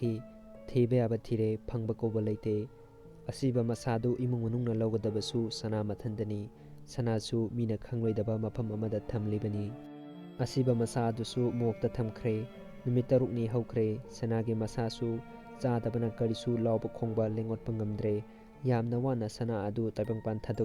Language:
Manipuri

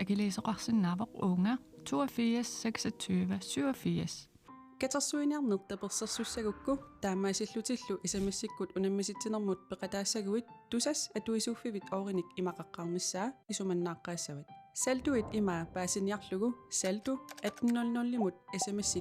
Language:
Kalaallisut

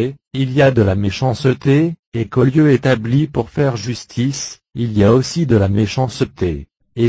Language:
French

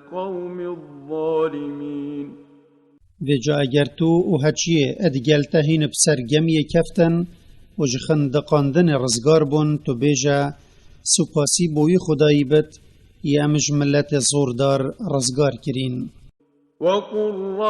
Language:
Kurdish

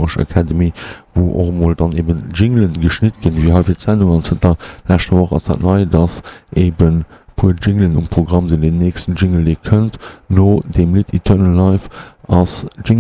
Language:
Luxembourgish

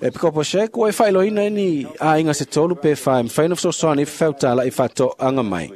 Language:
Samoan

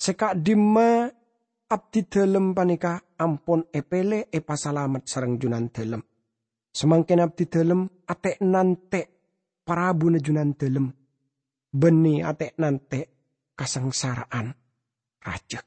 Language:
Madurese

